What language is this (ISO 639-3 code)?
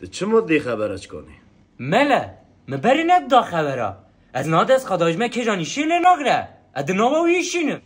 kur